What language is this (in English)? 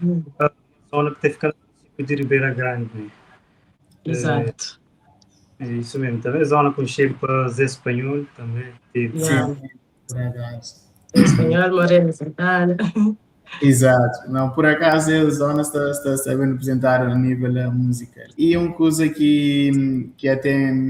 Kabuverdianu